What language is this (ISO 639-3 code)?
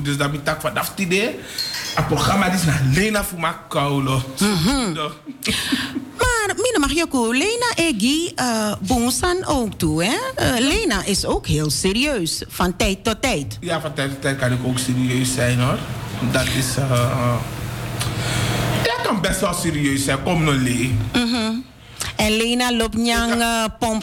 nld